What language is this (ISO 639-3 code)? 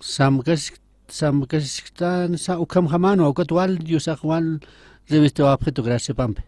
aym